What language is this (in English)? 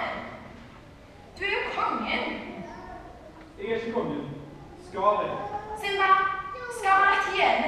Norwegian